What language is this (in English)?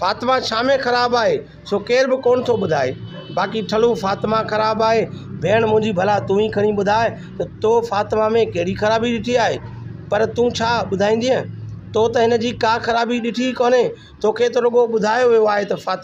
Sindhi